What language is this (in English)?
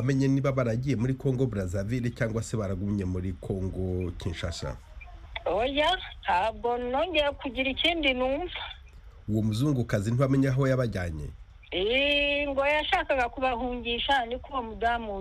Kinyarwanda